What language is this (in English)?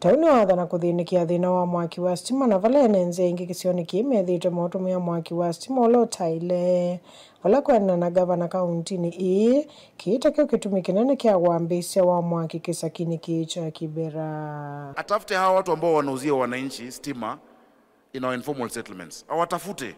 Kamba